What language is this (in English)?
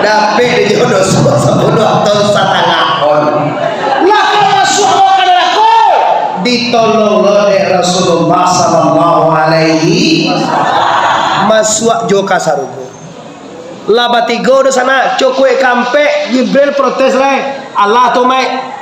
Minangkabau